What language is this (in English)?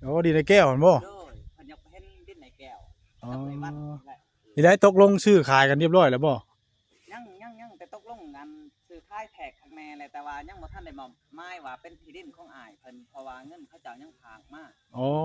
Northeastern Thai